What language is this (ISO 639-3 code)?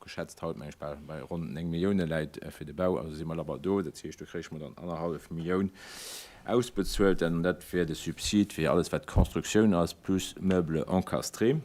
ltz